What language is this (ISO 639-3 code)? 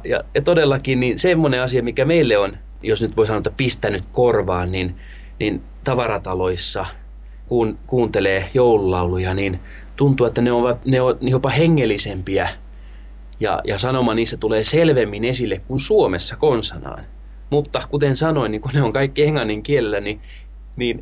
fin